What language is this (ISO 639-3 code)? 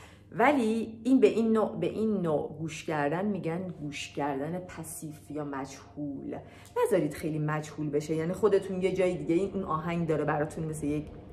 fas